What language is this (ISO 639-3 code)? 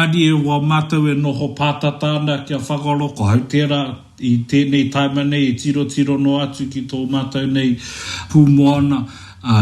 mri